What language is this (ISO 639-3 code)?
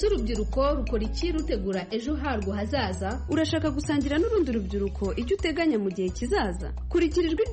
kin